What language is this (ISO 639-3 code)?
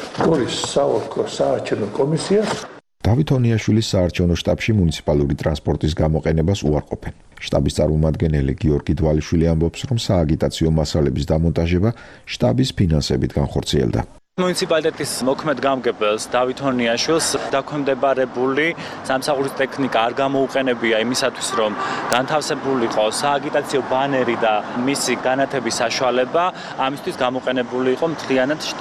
kat